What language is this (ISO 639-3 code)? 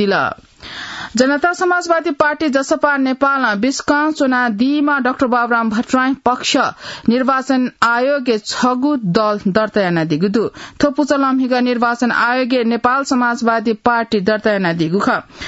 new